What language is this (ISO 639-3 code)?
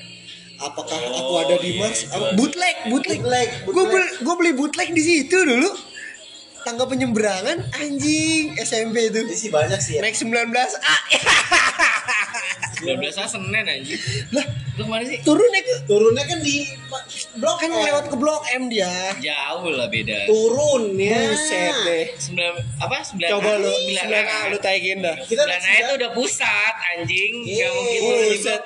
ind